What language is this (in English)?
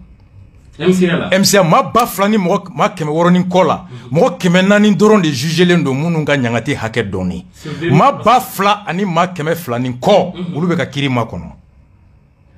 Bambara